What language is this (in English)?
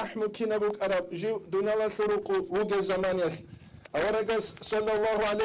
Avaric